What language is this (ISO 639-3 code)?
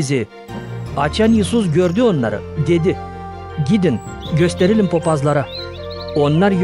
gag